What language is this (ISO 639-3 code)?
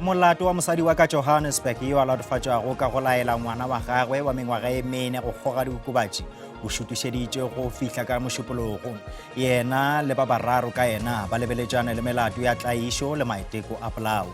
nso